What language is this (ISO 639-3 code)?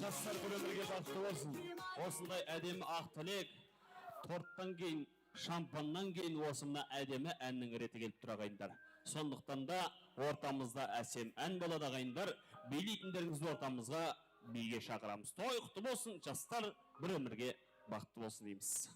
kaa